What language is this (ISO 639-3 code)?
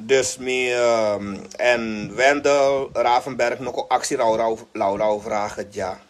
srn